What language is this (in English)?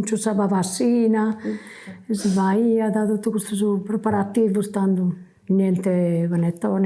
Sardinian